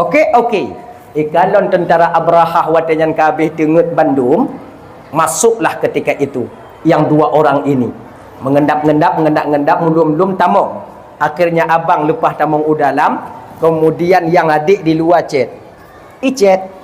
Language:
Achinese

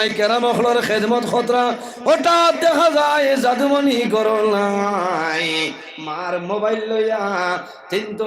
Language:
Sylheti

